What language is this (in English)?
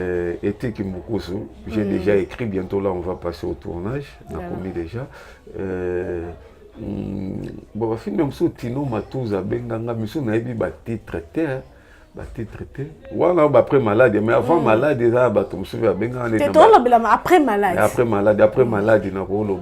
Lingala